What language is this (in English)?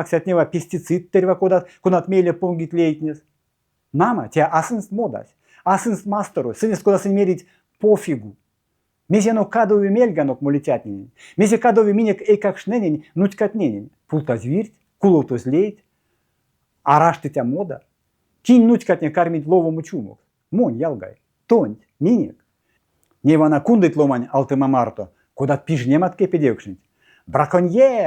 Erzya